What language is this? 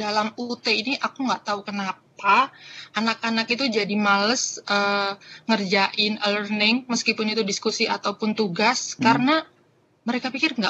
Indonesian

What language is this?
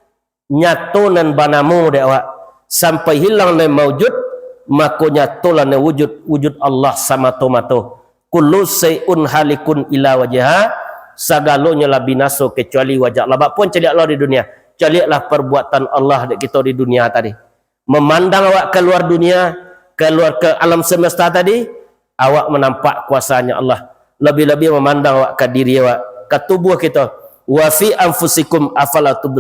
Minangkabau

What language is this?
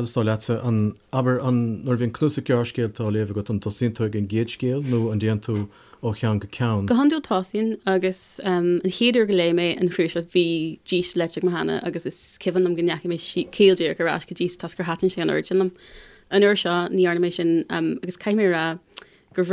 Irish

